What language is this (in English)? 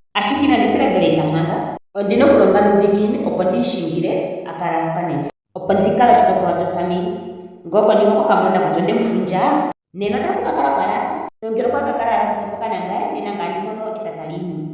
Ndonga